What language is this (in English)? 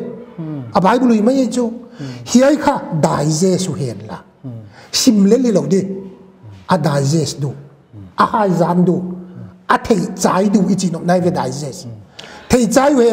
Paite Chin